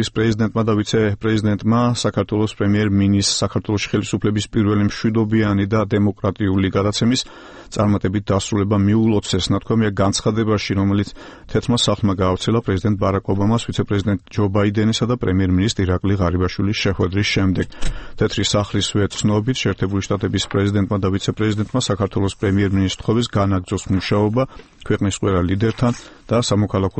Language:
Georgian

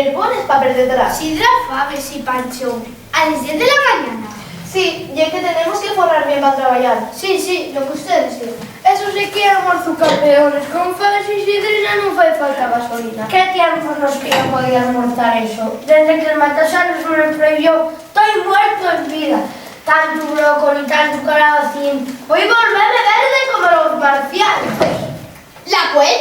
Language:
Asturian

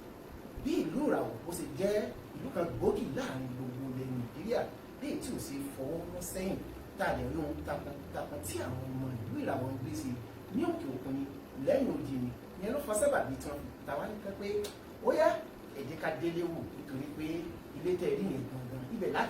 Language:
Yoruba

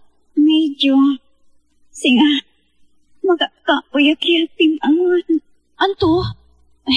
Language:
Pangasinan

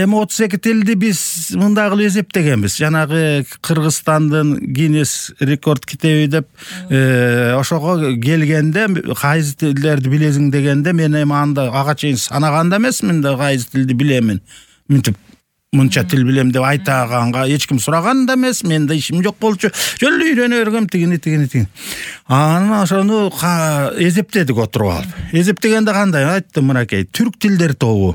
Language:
Kyrgyz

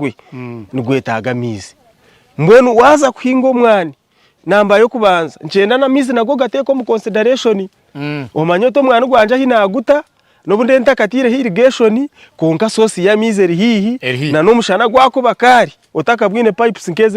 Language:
Nyankole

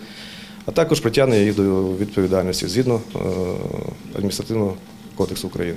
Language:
Ukrainian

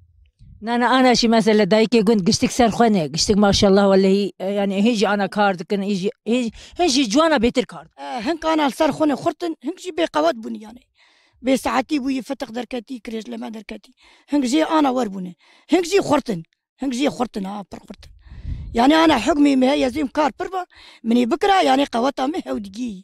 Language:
Kurdish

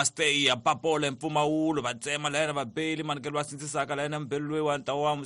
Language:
Tsonga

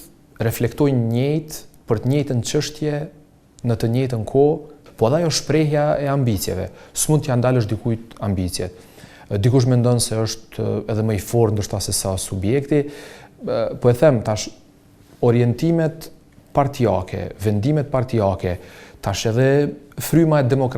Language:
Albanian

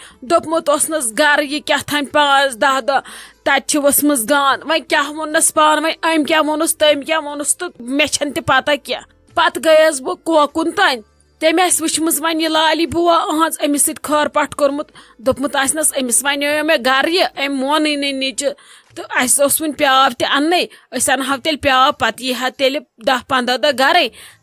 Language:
Kashmiri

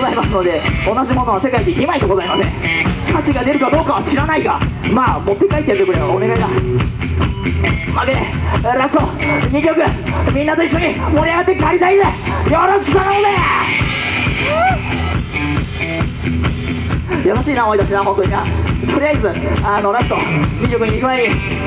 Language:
Japanese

